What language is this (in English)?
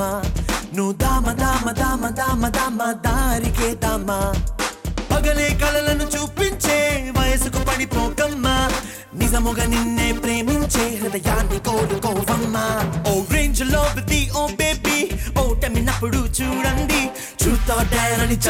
Telugu